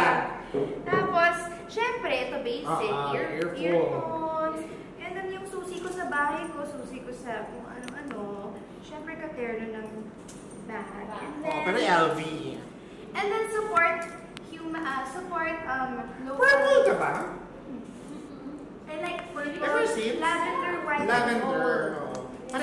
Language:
Filipino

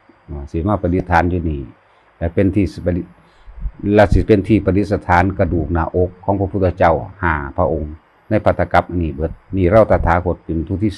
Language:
Northeastern Thai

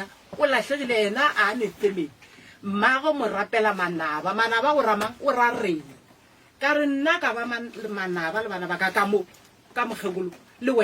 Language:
Northern Sotho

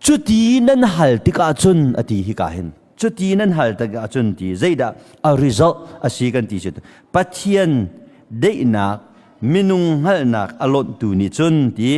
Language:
Hakha Chin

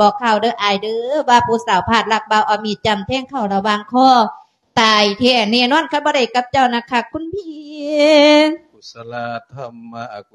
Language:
Lao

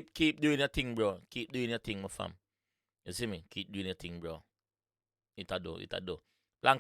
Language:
Jamaican Creole English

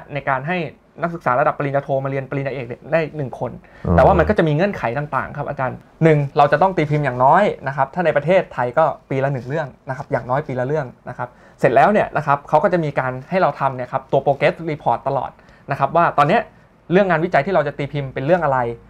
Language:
Thai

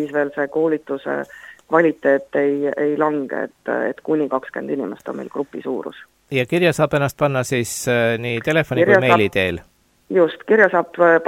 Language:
Estonian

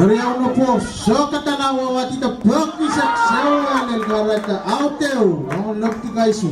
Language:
Pohnpeian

